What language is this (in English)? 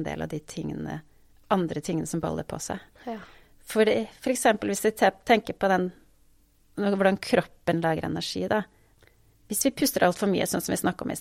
Norwegian